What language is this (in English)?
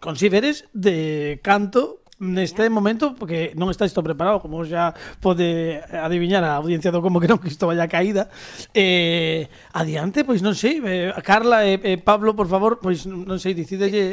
Galician